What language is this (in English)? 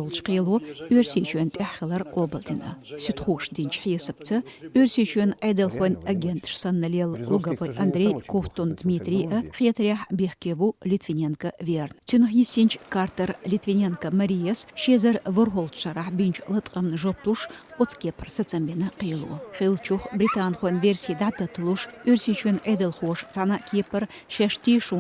Chechen